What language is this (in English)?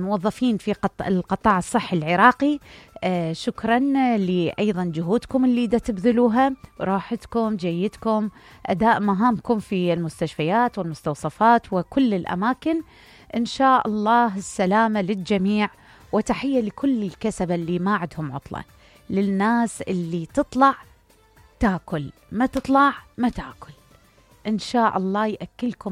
Mesopotamian Arabic